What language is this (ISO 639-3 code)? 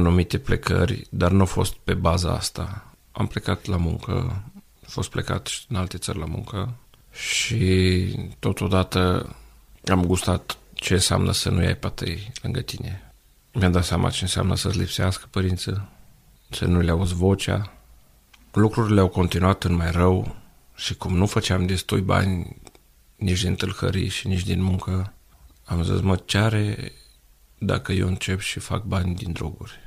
ron